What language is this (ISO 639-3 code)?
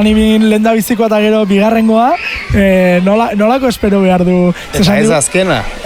eus